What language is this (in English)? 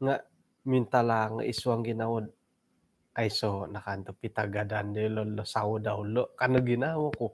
Central Dusun